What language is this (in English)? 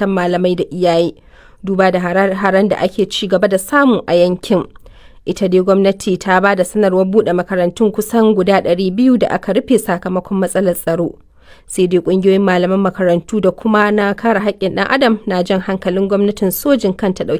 Hausa